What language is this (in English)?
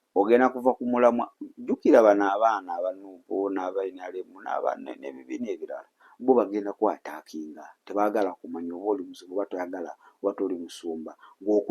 Ganda